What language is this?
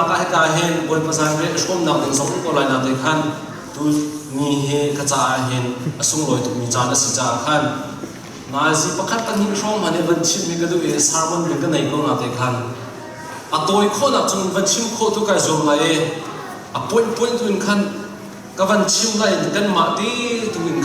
Hakha Chin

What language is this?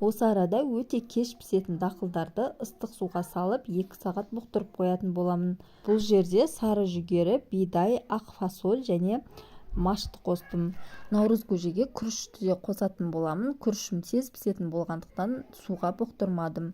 Kazakh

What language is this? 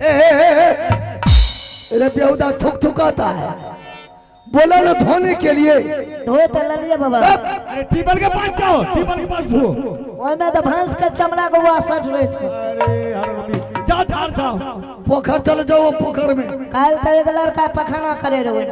Maithili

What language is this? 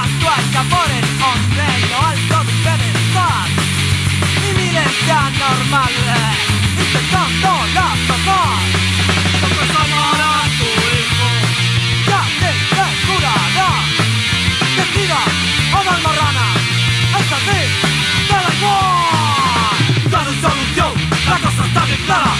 Spanish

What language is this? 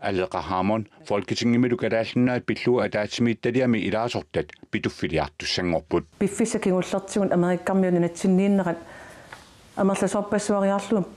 Kalaallisut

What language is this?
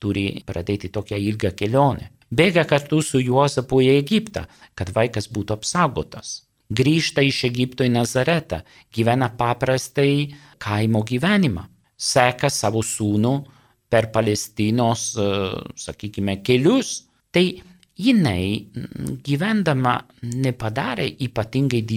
Lithuanian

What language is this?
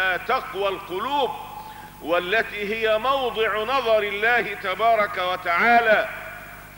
Arabic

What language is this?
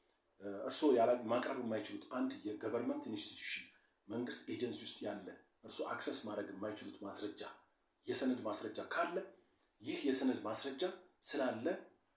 Amharic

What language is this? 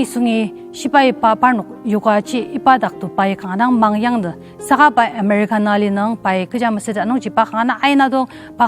Ao Naga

